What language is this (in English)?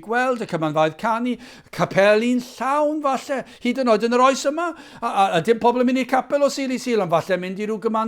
Welsh